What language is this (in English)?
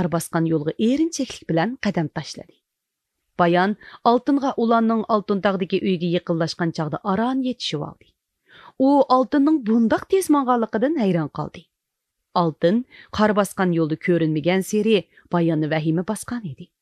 Uyghur